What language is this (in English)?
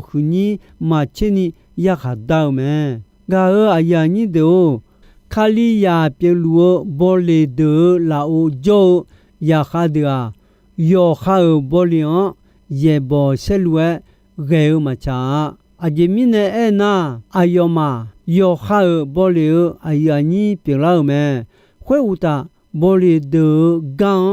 Akha